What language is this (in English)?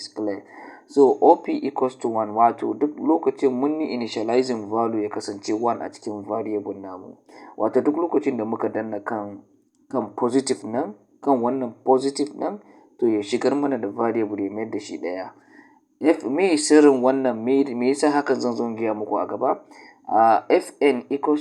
Hausa